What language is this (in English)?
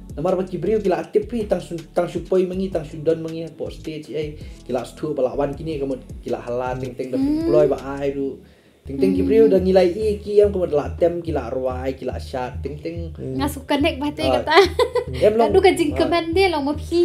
Khasi